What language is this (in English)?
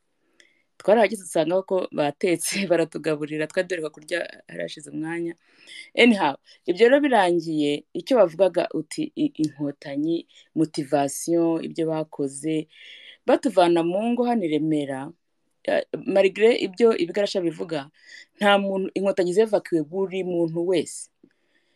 Kinyarwanda